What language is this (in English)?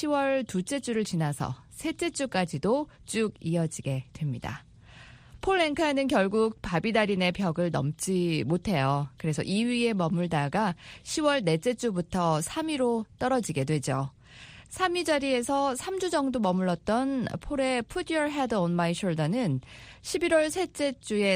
Korean